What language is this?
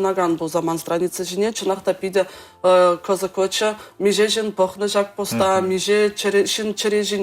Chuvash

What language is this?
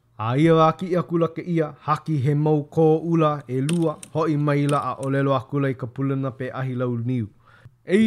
Hawaiian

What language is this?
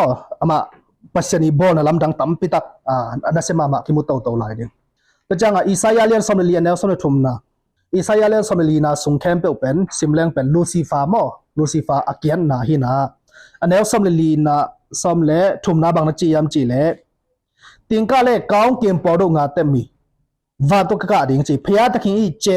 Tedim Chin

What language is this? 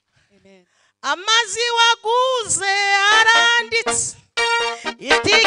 Kinyarwanda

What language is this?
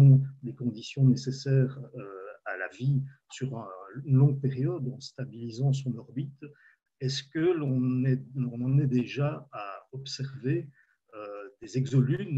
French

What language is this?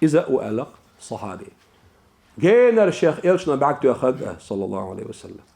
Chechen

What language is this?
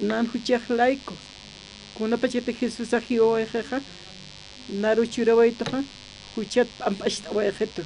Aymara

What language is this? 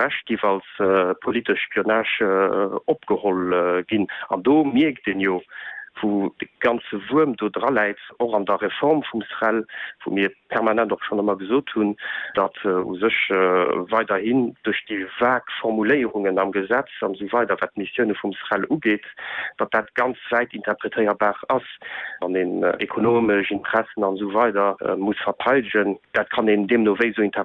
Luxembourgish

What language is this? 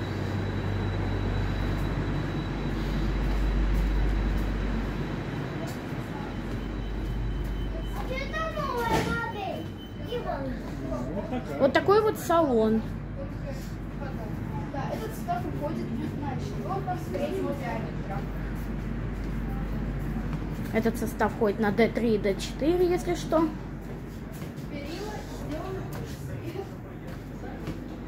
Russian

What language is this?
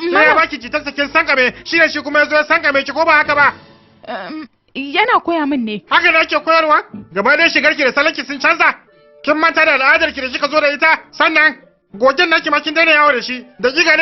Hausa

